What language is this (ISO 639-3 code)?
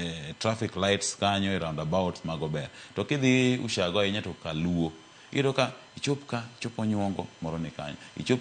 luo